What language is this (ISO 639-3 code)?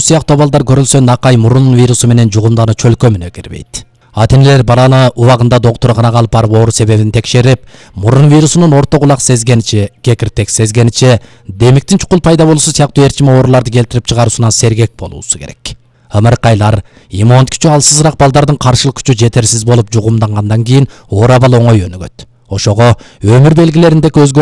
kir